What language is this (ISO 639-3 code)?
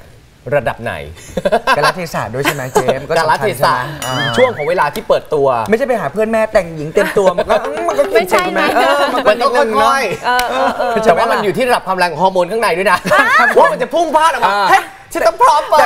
tha